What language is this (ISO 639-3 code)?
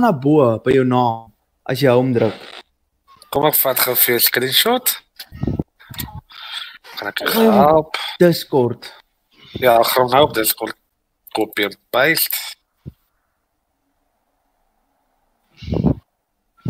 afr